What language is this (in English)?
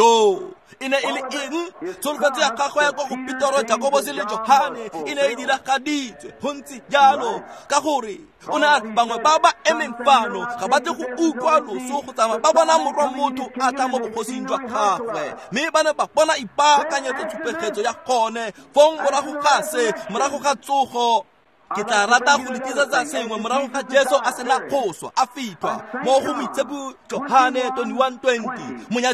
Tswana